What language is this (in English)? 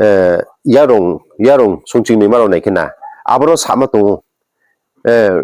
Riang (India)